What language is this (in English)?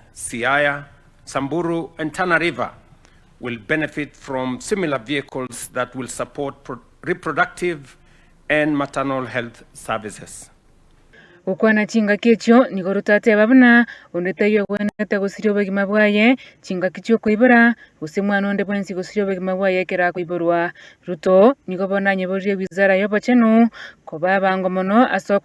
Gusii